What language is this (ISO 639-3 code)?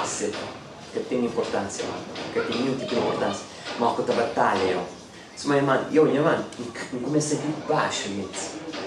kea